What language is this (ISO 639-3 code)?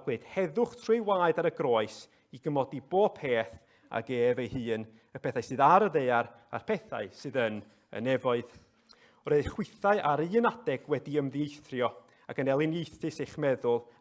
cym